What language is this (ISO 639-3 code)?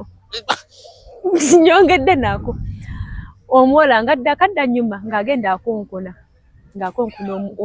lug